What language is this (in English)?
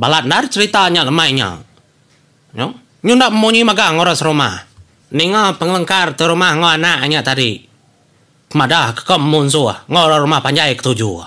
Iban